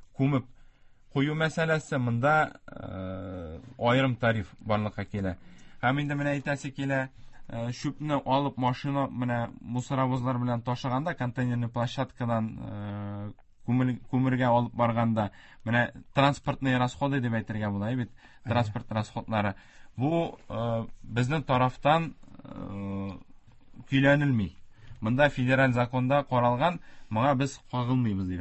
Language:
Tatar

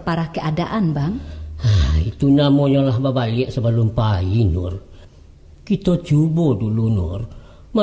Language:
Minangkabau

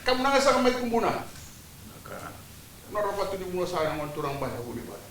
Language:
Fijian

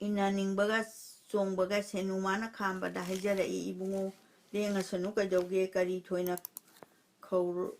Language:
Manipuri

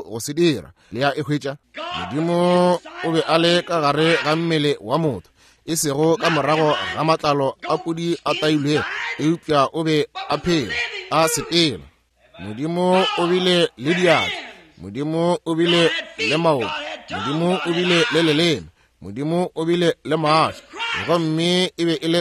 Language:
Northern Sotho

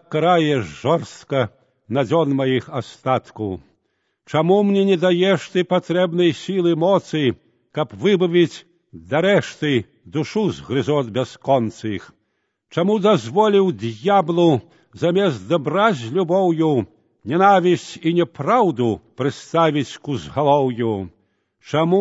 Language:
Belarusian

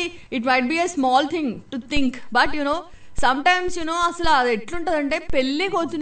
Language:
Telugu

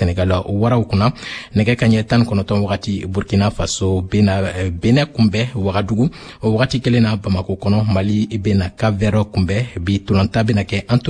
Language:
Bambara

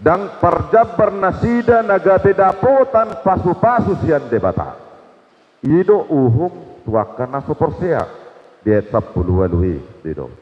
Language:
Batak Toba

